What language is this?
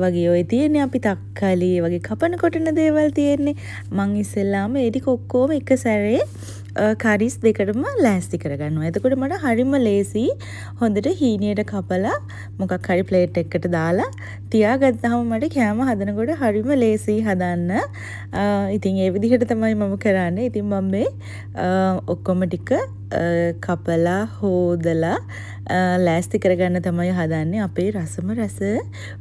Sinhala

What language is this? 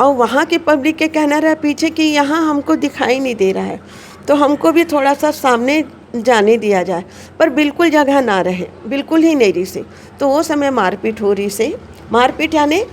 Chhattisgarhi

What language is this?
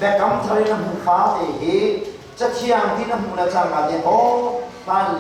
Hakha Chin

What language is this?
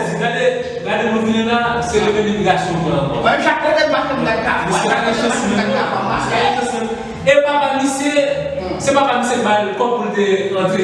Haitian Creole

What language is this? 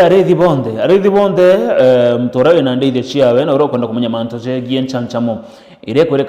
Meru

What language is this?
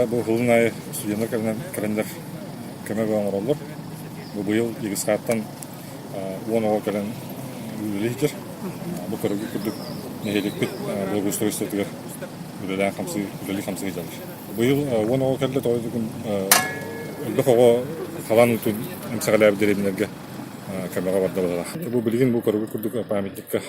Yakut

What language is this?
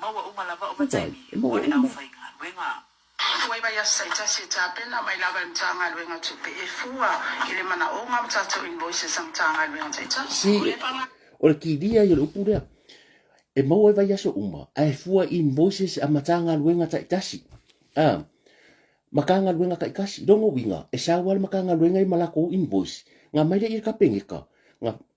Samoan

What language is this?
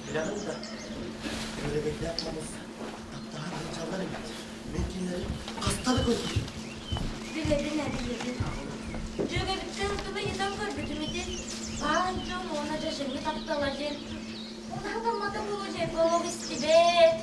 Yakut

